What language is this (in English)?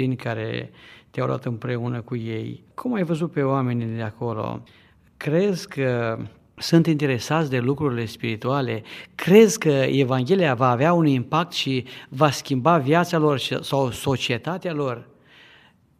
Romanian